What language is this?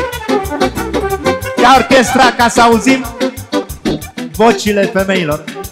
Romanian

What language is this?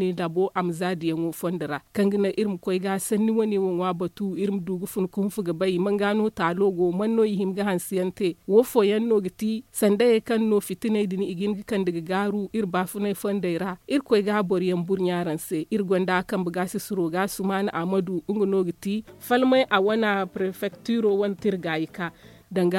Zarma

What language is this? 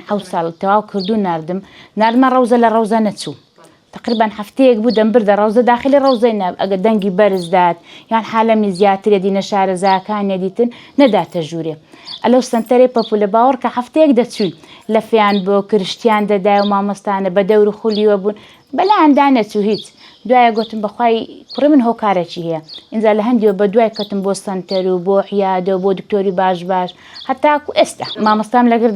Central Kurdish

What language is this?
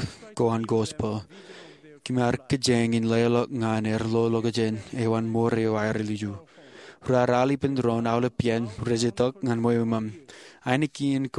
Marshallese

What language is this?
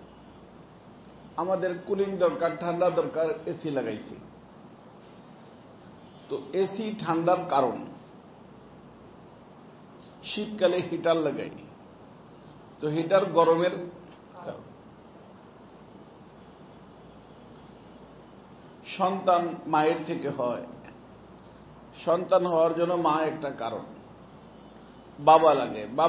Bangla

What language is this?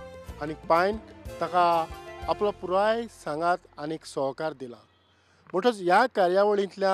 Konkani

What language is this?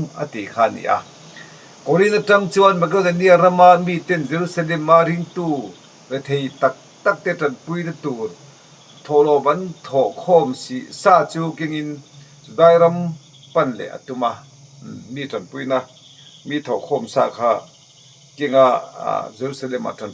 Mizo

